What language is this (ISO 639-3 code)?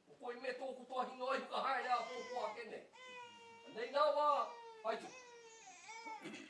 mri